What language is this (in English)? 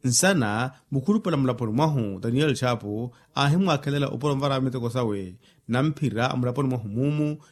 Makhuwa